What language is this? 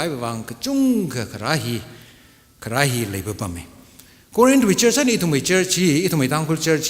Tangkhul Naga (India)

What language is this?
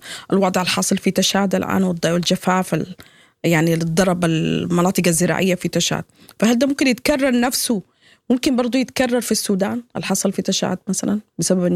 Sudanese Arabic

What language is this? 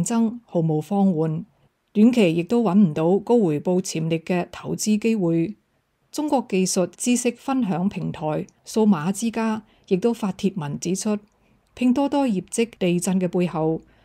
Cantonese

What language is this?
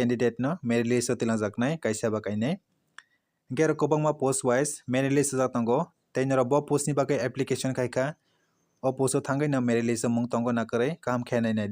Kok Borok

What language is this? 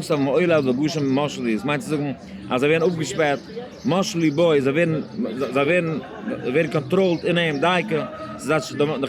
Yiddish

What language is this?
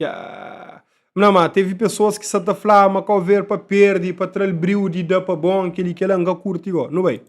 Kabuverdianu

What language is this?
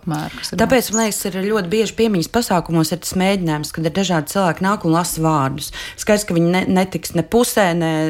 Latvian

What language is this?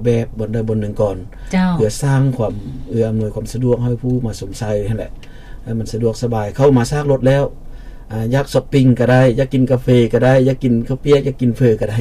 Lao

